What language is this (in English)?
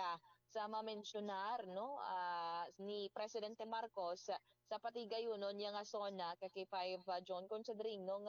Hiligaynon